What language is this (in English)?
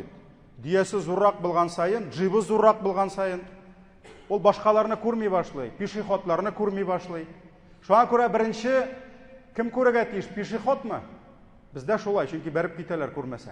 Tatar